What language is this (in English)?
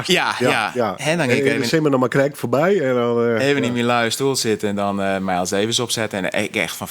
Western Frisian